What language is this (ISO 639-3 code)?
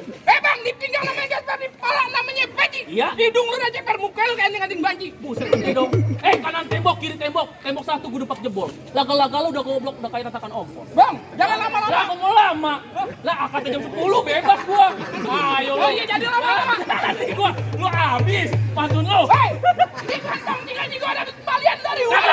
bew